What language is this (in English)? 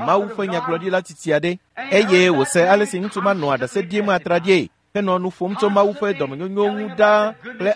Ewe